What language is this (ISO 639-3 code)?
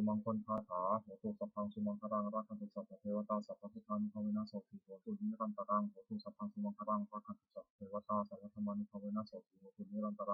pli